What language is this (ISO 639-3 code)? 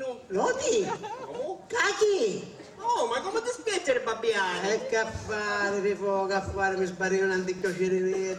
scn